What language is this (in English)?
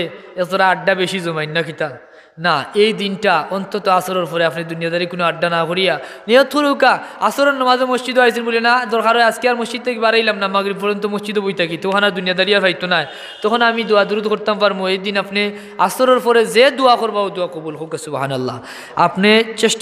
Sylheti